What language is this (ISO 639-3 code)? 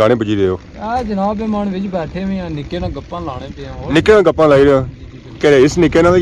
phr